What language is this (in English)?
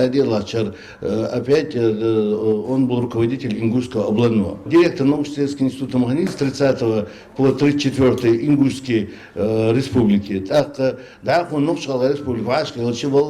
Ingush